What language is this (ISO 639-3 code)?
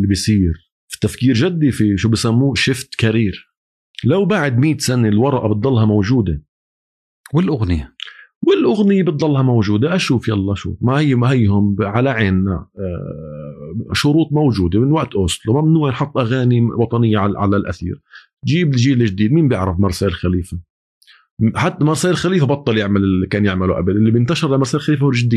apc